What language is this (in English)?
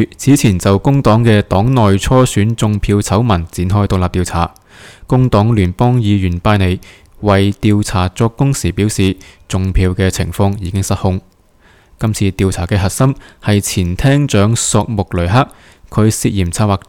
Cantonese